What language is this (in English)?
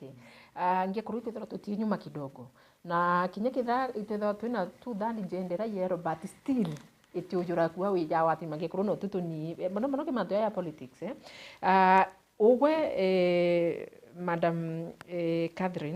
Meru